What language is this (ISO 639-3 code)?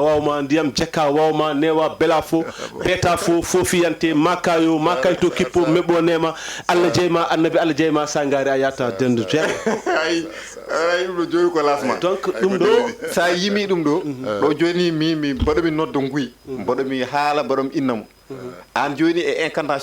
ful